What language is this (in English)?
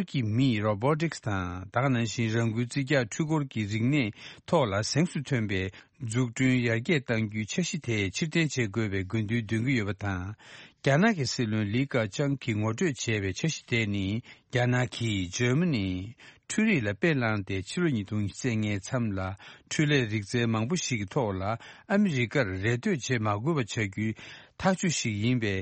Tibetan